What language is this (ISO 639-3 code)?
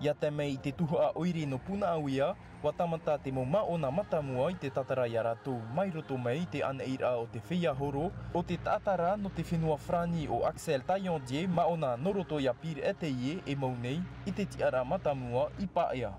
tah